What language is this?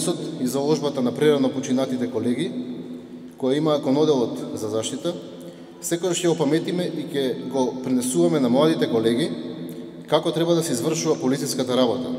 Macedonian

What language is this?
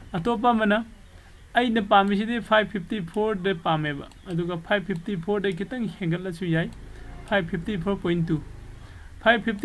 Manipuri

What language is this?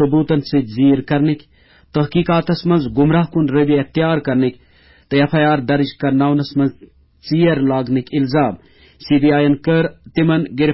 Kashmiri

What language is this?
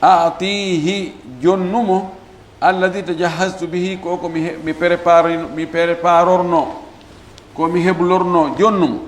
Fula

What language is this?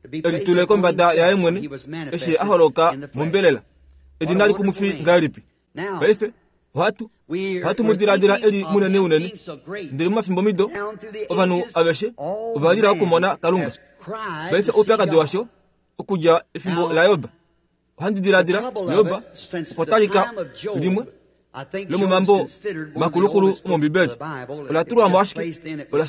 Kuanyama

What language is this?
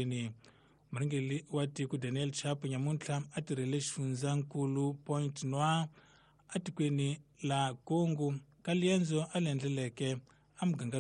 Tsonga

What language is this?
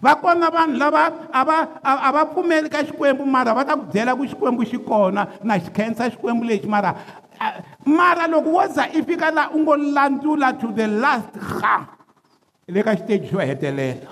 Tsonga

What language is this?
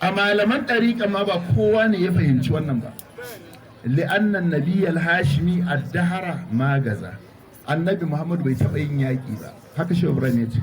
Hausa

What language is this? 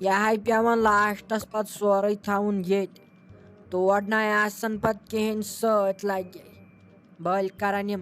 Kashmiri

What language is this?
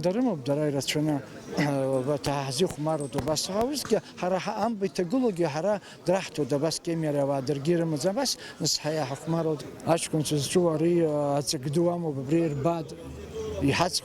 Abkhazian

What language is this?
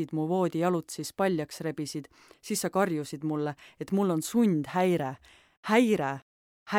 Estonian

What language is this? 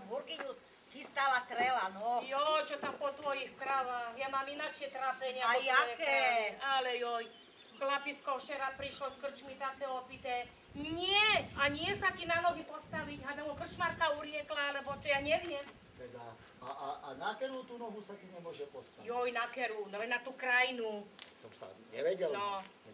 Slovak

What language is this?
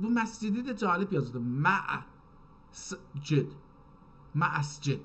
South Azerbaijani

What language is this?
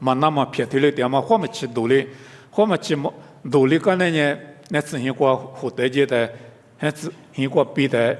Lisu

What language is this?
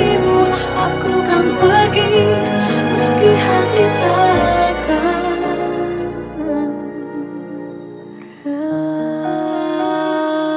Indonesian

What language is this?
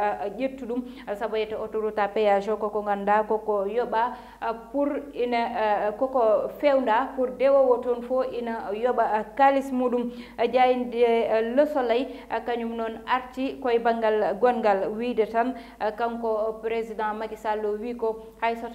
Fula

